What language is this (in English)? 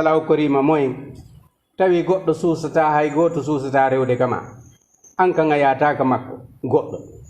Fula